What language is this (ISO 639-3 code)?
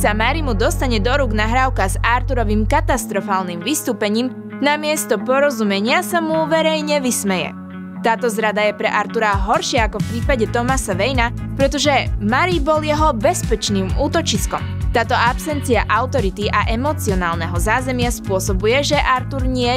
slk